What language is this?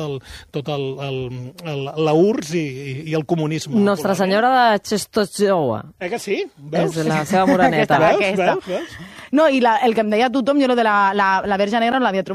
Catalan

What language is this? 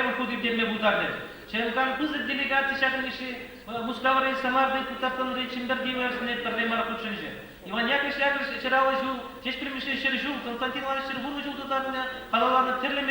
Chuvash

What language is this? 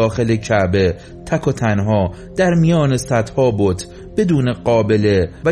Persian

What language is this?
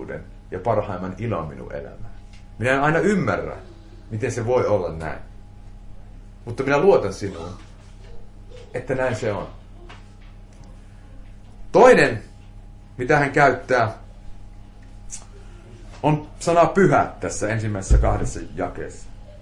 Finnish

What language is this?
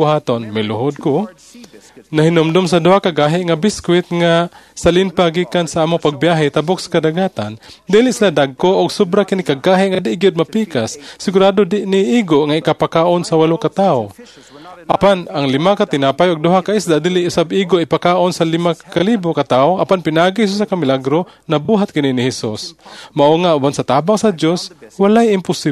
Cebuano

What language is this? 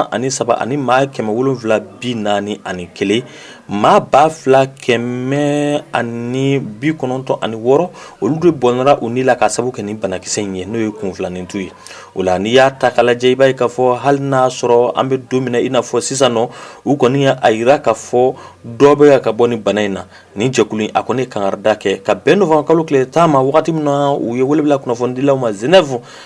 Bambara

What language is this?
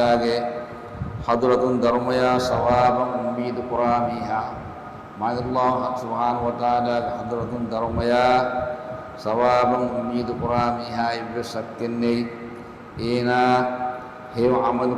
Divehi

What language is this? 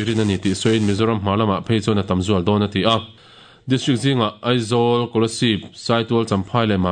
Mizo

